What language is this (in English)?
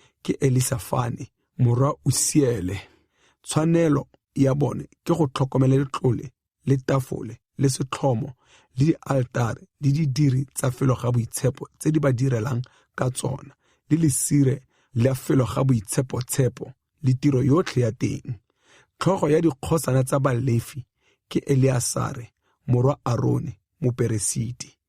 Tswana